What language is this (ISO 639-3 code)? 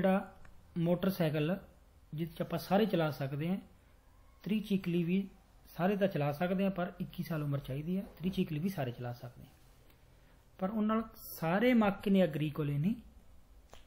pan